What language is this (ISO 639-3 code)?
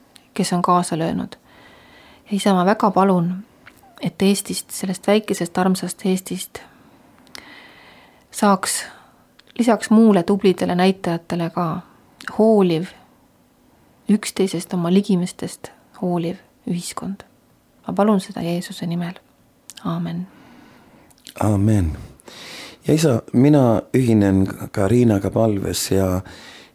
est